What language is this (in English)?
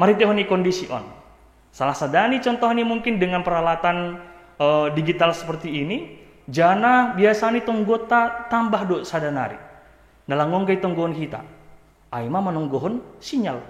Batak Simalungun